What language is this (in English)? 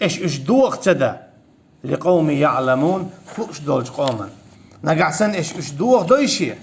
Chechen